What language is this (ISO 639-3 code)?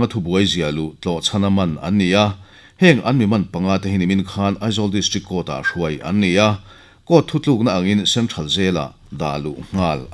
lus